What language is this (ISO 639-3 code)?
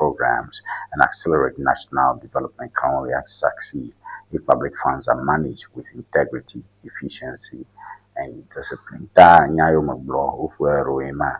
ewe